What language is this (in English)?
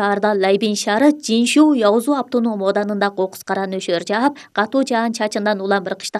Kyrgyz